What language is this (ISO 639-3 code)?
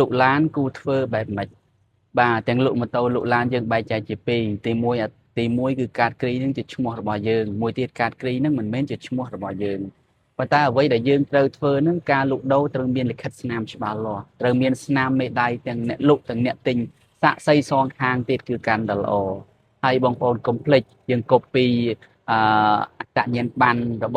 khm